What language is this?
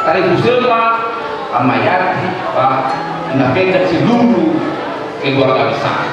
Nias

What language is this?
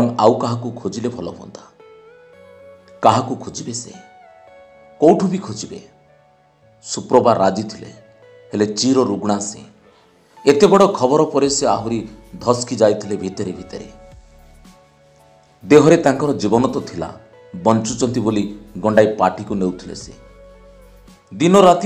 Odia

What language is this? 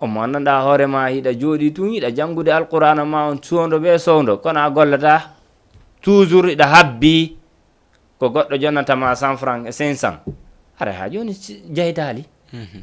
Fula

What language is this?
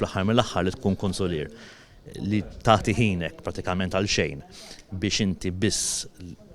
Maltese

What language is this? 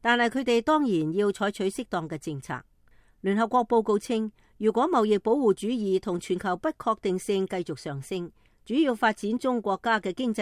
Cantonese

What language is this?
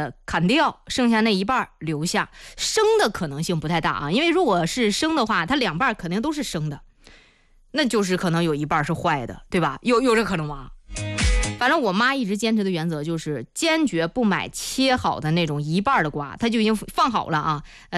Chinese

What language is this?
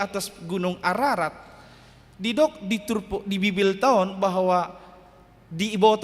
Batak Toba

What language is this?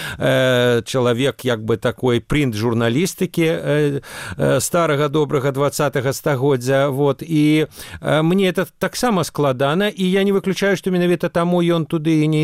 Belarusian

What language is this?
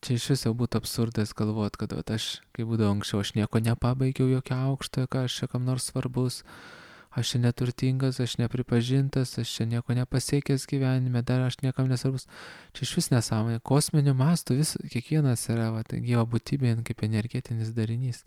Lithuanian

